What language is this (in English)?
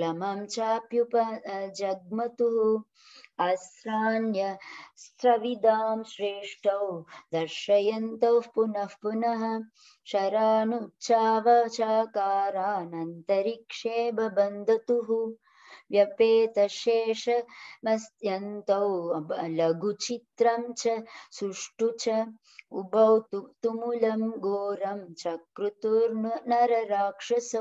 Sanskrit